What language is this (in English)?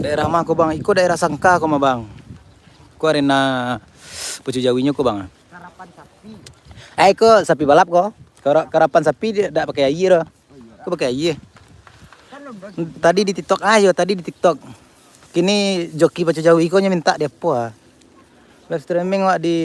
Minangkabau